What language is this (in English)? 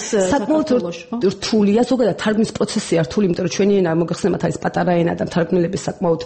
Georgian